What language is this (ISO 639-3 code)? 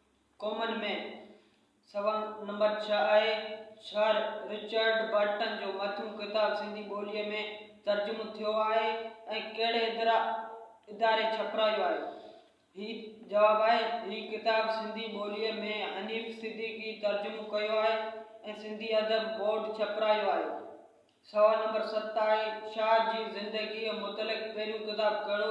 snd